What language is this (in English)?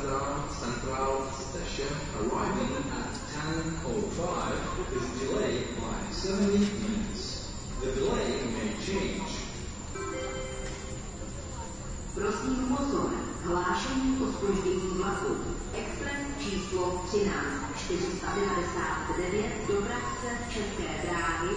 Czech